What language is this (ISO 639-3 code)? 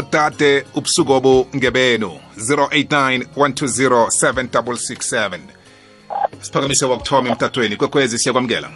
nbl